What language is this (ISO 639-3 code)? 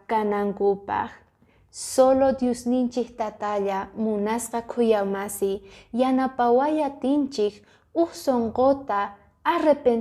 que